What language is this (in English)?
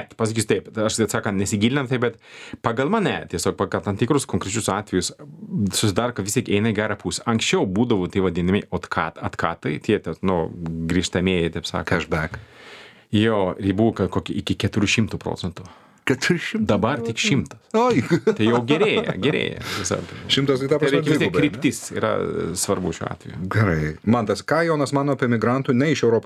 Lithuanian